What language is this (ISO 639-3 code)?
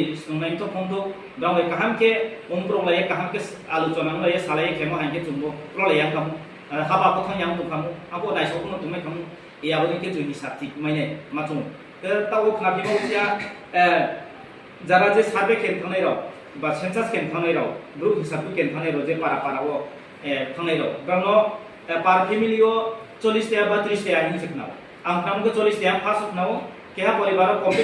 ria